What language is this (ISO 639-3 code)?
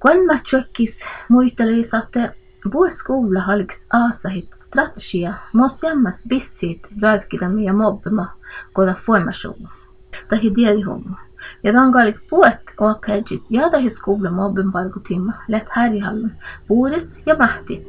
sme